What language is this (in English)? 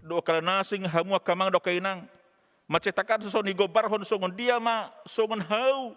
Batak Toba